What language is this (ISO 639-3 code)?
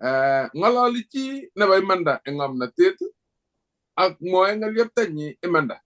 kln